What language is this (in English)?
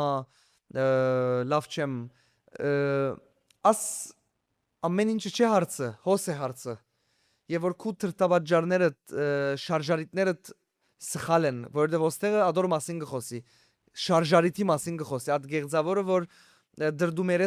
Western Armenian